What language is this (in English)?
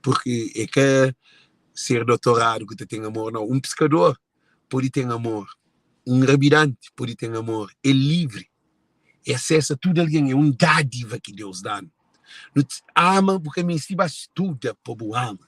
Kabuverdianu